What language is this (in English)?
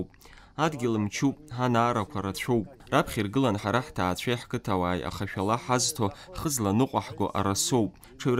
Abkhazian